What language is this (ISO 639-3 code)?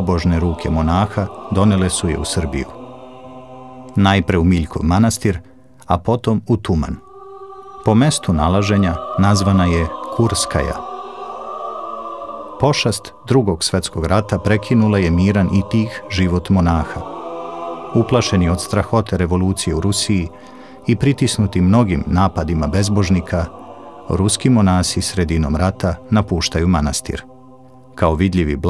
srp